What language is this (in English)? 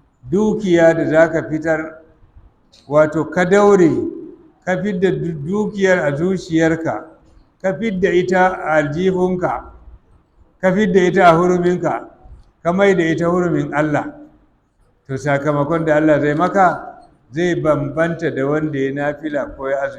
Hausa